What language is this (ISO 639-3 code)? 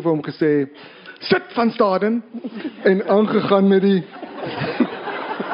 afr